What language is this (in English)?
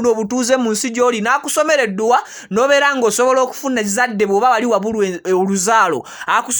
Ganda